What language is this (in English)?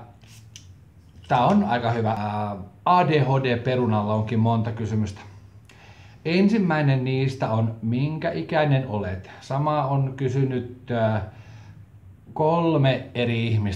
Finnish